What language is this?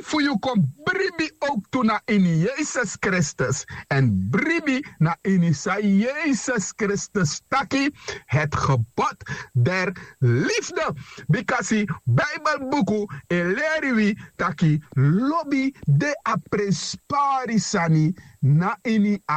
Sranan Tongo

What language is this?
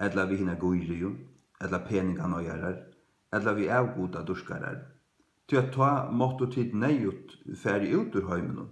Faroese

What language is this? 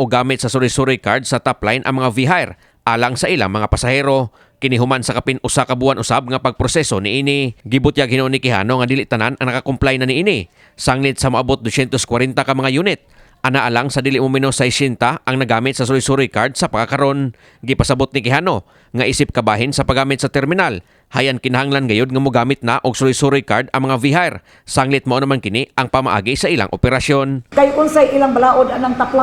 Cebuano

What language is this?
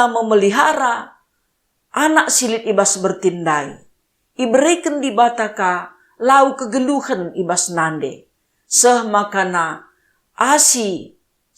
Batak Karo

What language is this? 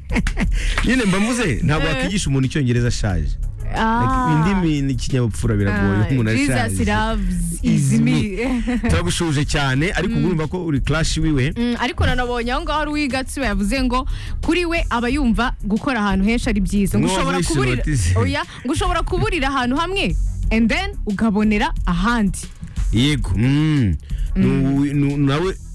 Kinyarwanda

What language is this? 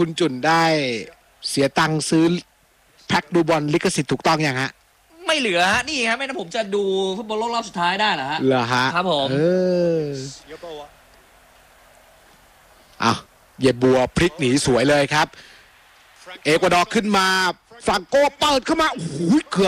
Thai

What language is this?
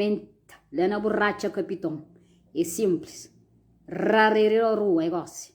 Kabuverdianu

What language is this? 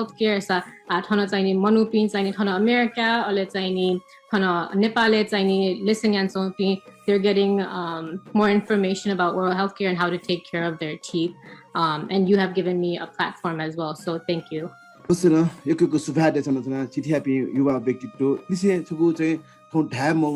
Newari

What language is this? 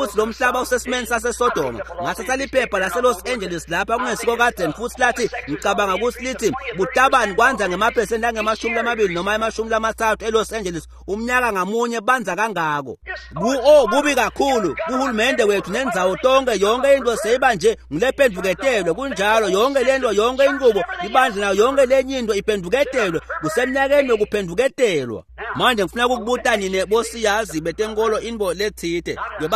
Swati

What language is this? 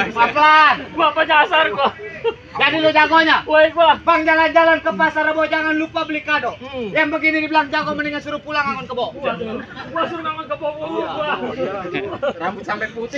Betawi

